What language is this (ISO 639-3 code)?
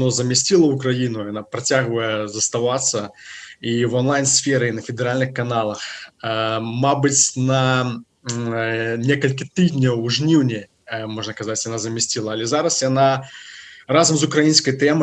bel